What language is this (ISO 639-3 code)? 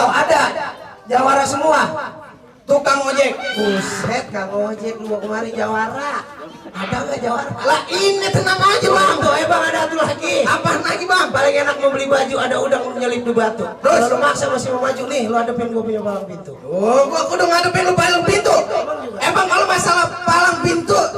bew